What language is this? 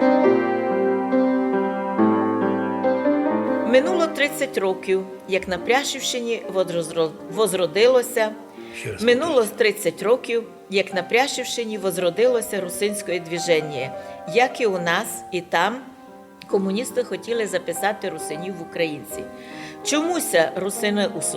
Rusyn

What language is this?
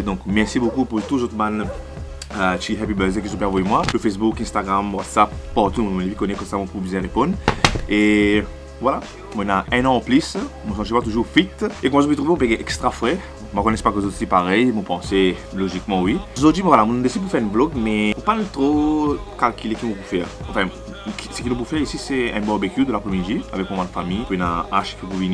Morisyen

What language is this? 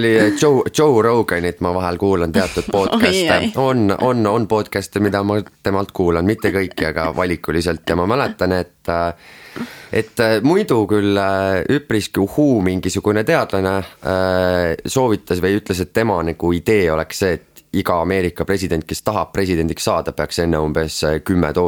Estonian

